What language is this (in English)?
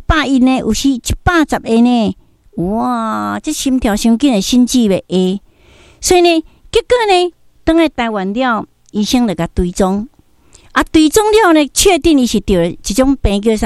Min Nan Chinese